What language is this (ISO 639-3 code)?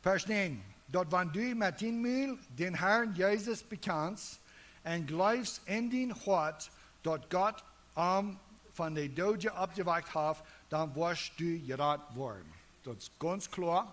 pdt